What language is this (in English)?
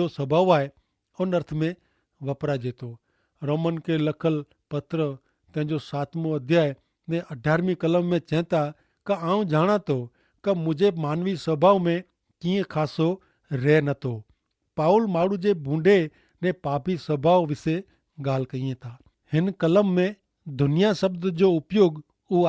Kachhi